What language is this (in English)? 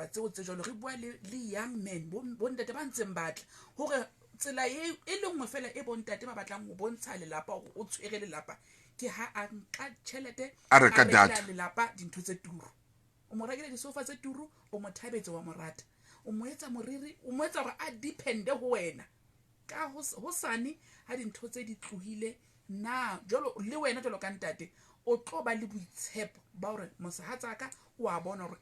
Southern Sotho